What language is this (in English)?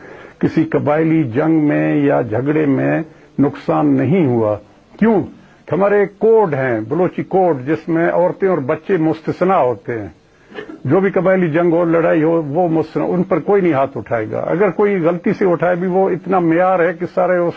Urdu